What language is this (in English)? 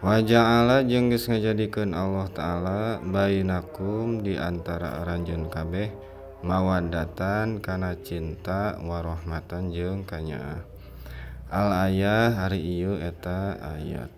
Sundanese